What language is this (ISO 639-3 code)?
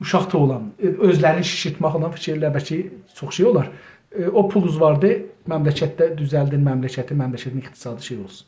azb